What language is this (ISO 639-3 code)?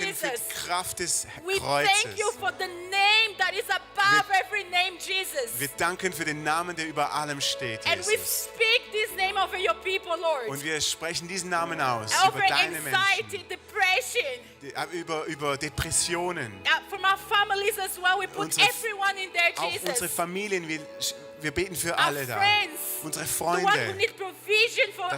gsw